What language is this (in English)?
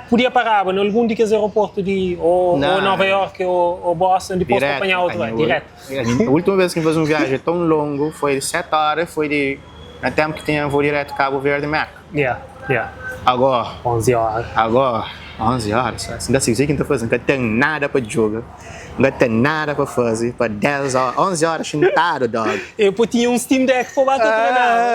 Kabuverdianu